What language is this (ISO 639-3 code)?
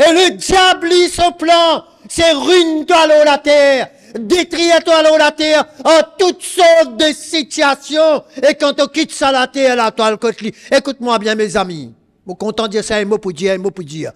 mfe